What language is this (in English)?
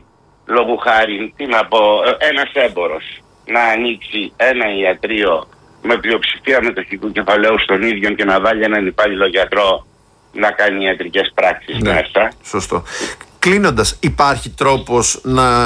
Greek